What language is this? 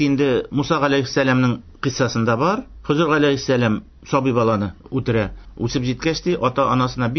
Tatar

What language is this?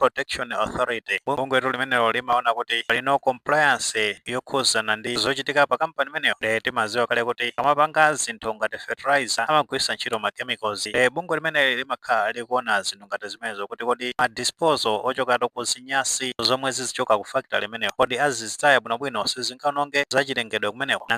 Nyanja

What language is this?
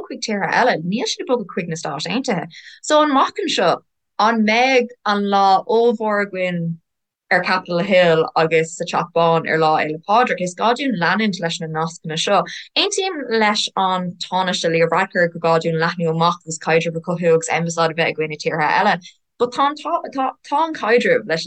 Irish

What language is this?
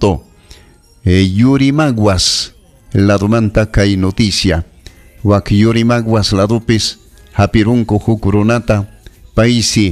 Ayacucho Quechua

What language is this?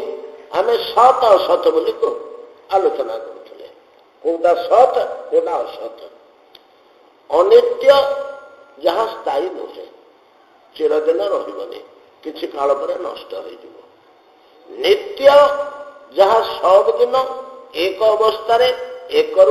Odia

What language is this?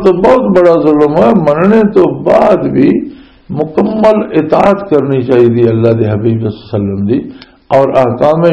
Western Panjabi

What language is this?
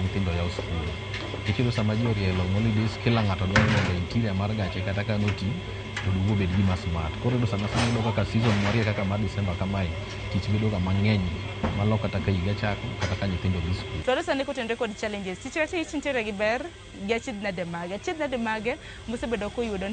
Luo (Kenya and Tanzania)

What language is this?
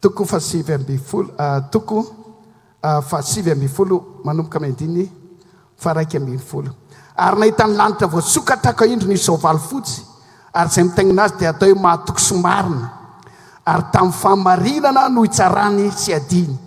Malagasy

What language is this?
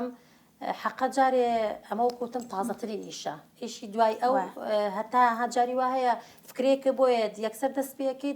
Central Kurdish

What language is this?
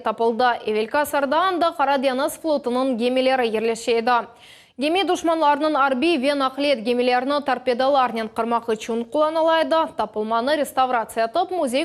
Crimean Tatar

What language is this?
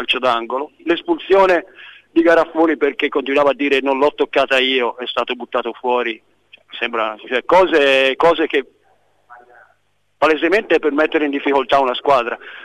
Italian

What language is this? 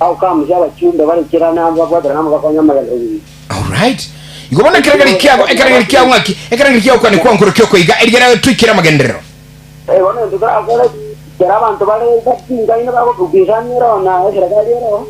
Gusii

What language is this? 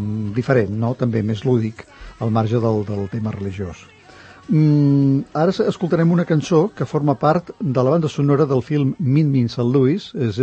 Catalan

